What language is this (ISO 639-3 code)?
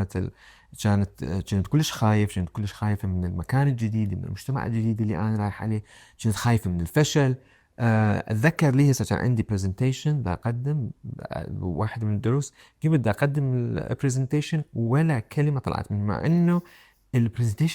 acm